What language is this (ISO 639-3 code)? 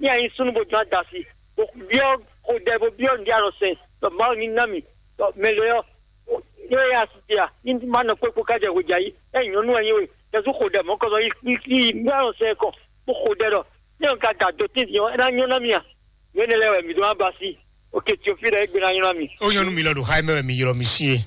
fon